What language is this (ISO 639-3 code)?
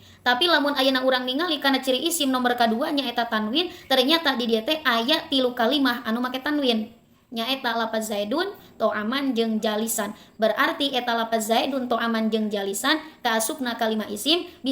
sun